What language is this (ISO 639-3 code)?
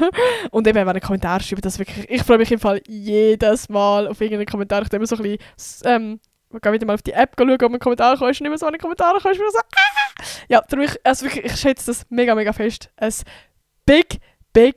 gsw